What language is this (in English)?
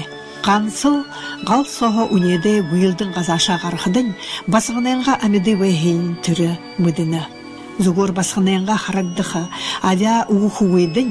Kazakh